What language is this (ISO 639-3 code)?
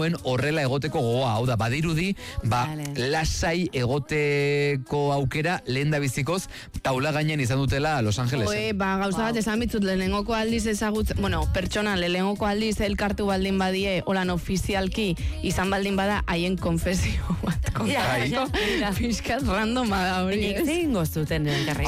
eus